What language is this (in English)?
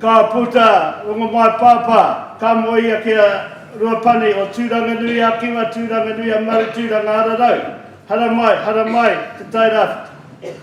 Māori